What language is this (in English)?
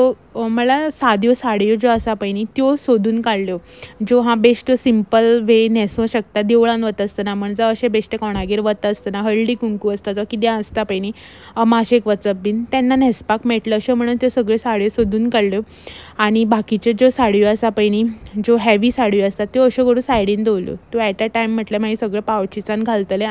Konkani